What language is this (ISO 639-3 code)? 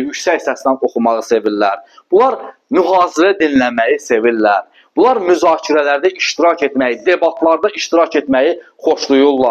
aze